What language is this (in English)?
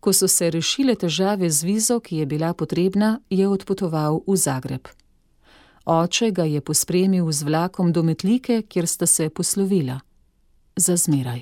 Slovenian